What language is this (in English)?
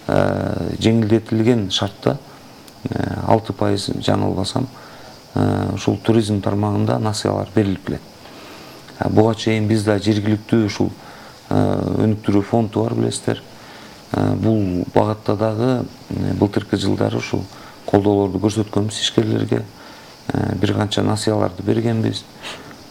Kyrgyz